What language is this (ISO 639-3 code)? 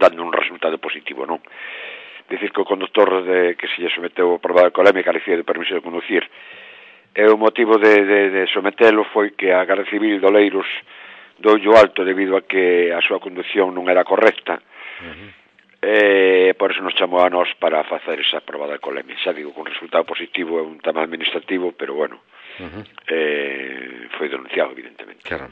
glg